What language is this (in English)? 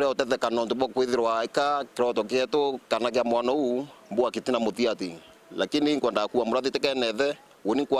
Meru